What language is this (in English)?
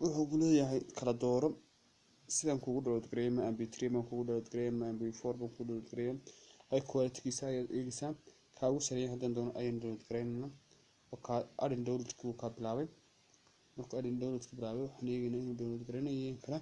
Somali